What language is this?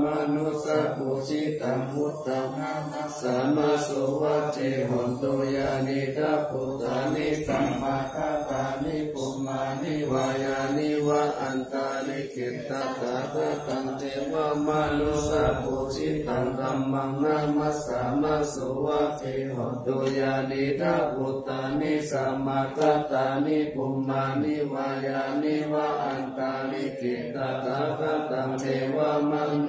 Pali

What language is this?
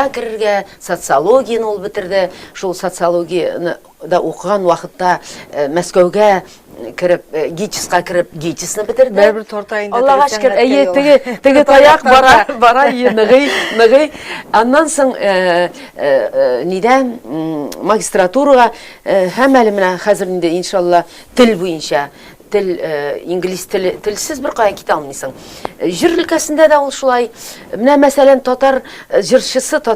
Tatar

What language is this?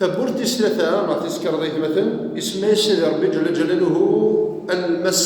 Kabyle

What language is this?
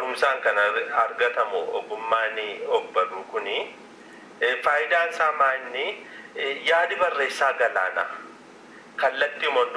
Oromo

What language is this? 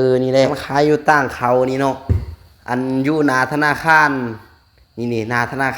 Northeastern Thai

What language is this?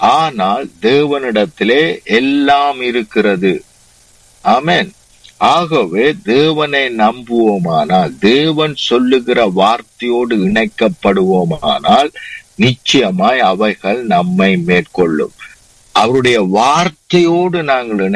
Tamil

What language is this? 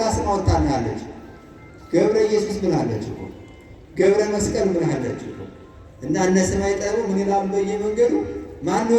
Amharic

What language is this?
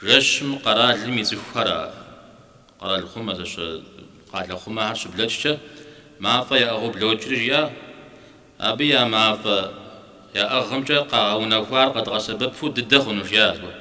Kabardian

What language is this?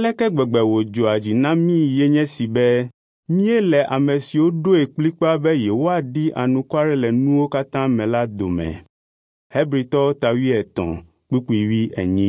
Ewe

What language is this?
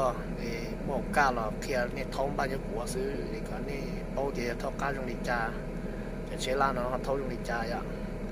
Hmong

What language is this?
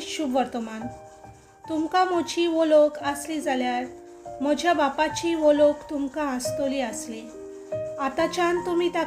Konkani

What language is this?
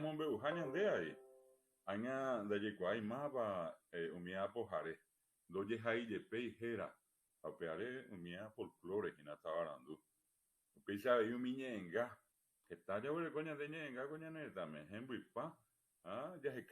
Guarani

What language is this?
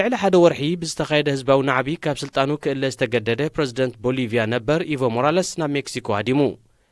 Tigrinya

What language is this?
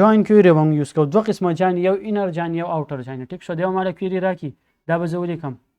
Pashto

